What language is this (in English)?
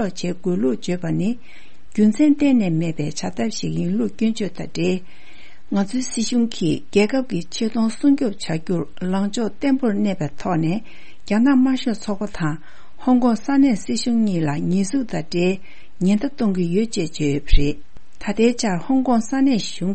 Tibetan